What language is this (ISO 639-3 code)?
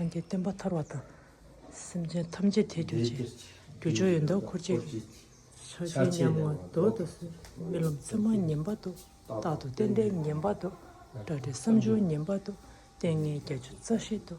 bod